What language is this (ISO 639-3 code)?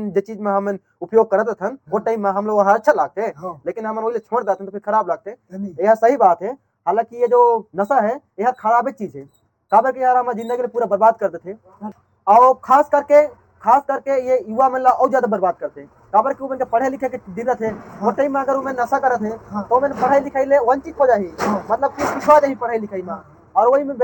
hne